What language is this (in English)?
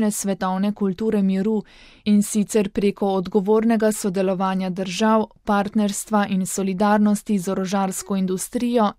Slovenian